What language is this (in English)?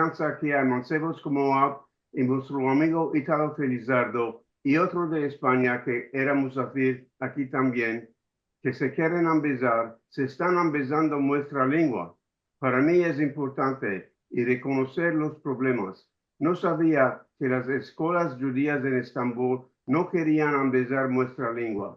Ladino